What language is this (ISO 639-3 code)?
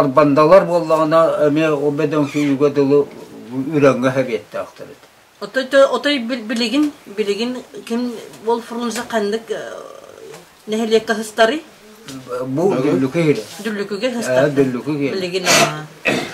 sah